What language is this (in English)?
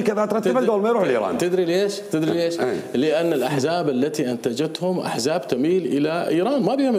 Mesopotamian Arabic